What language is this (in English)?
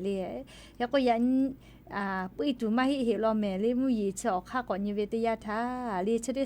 Lahu